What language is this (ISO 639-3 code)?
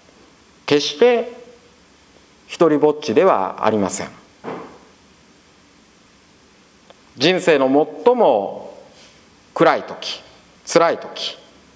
jpn